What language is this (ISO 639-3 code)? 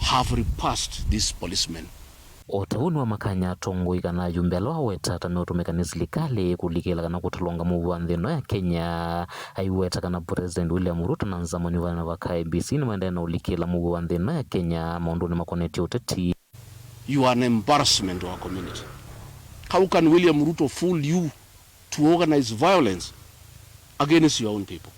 kam